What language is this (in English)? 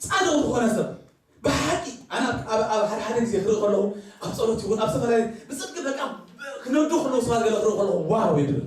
Tigrinya